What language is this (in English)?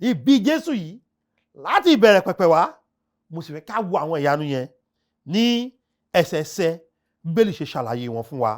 Yoruba